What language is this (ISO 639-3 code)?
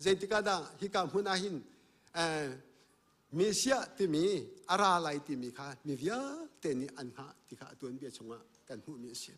cnh